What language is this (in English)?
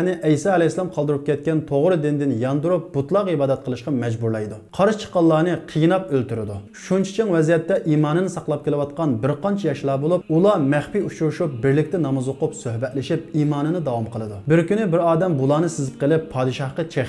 Uyghur